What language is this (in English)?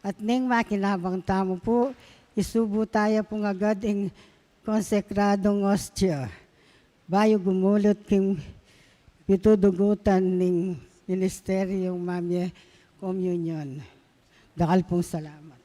Pampanga